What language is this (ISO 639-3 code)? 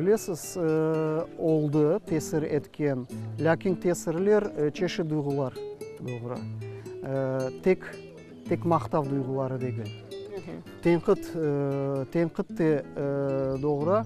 crh